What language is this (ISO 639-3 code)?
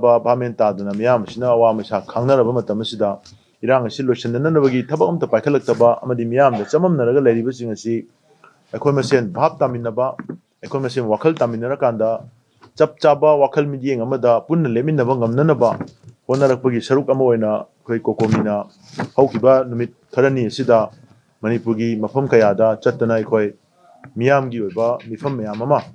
mni